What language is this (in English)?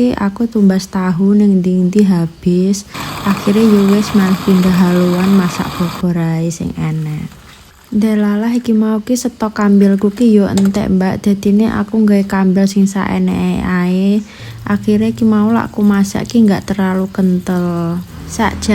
Javanese